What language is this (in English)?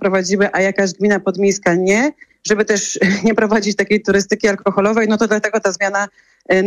Polish